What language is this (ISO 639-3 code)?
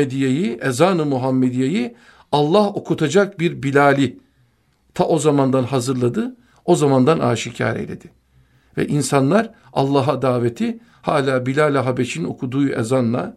tur